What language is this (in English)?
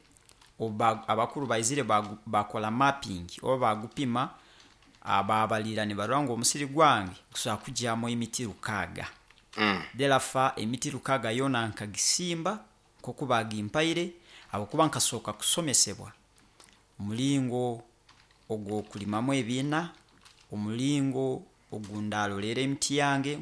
Nyoro